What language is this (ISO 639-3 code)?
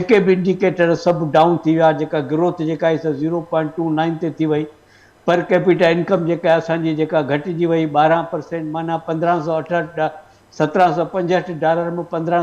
snd